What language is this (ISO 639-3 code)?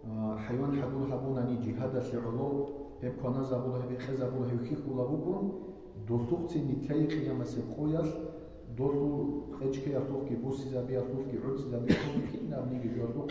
ava